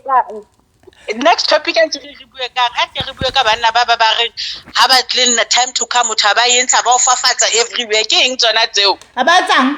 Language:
Southern Sotho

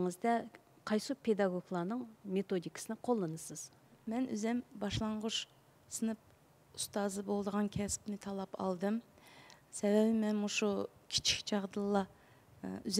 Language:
Uyghur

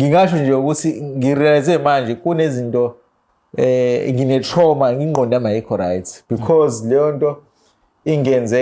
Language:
Zulu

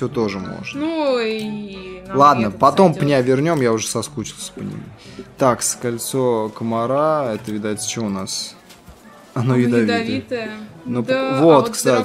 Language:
Russian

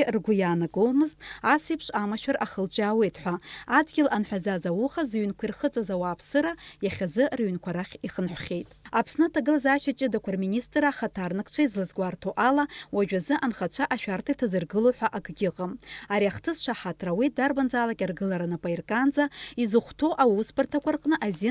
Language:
Abkhazian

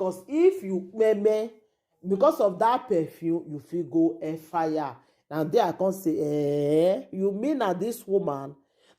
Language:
Nigerian Pidgin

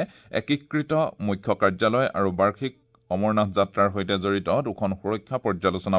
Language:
Assamese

